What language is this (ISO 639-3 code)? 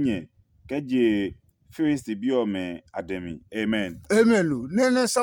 ada